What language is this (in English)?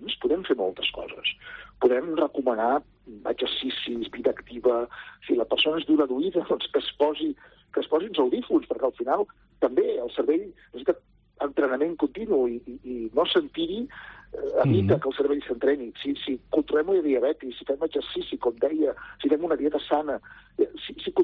Catalan